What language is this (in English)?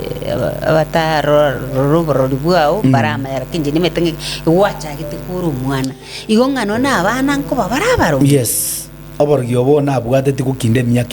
Gusii